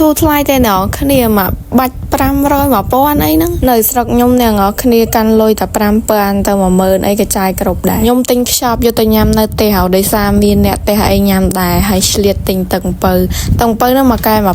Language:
Khmer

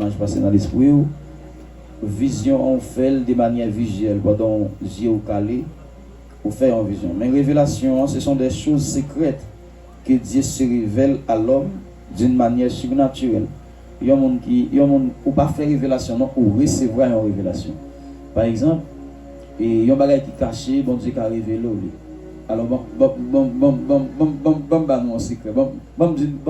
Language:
Haitian Creole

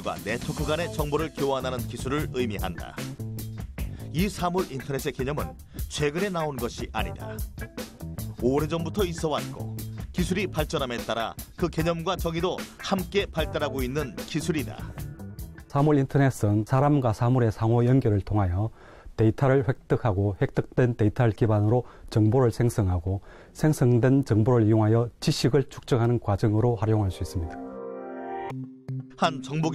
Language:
Korean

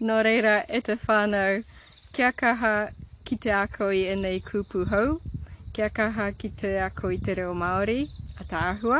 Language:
Māori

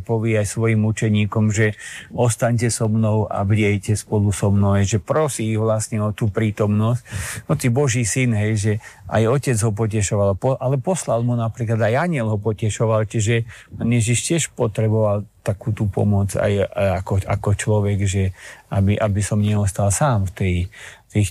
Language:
Slovak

